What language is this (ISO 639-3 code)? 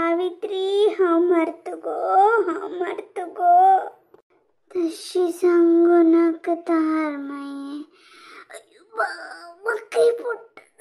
kok